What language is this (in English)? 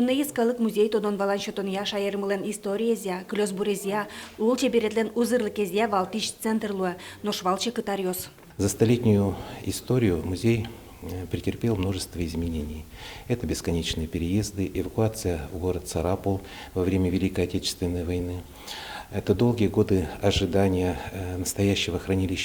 Udmurt